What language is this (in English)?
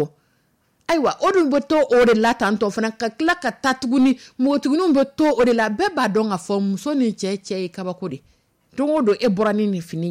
Dyula